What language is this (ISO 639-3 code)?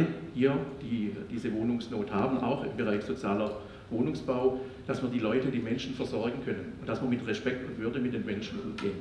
deu